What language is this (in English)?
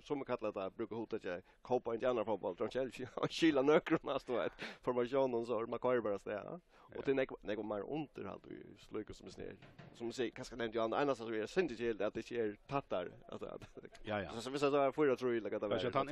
Faroese